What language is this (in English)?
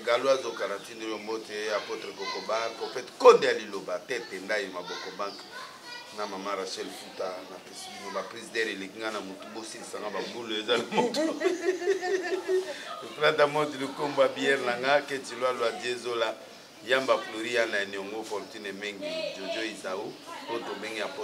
Lingala